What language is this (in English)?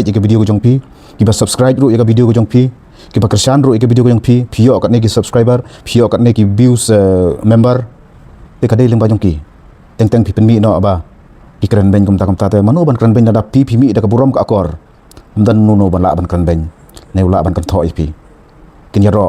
Khasi